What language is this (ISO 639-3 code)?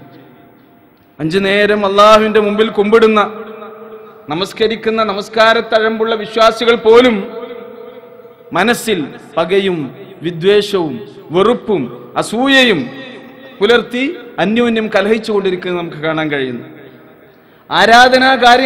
mal